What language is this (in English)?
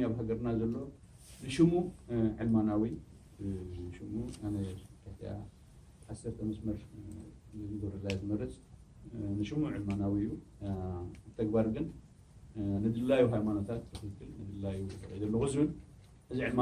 Tigrinya